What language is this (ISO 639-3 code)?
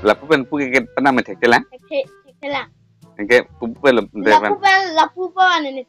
mjw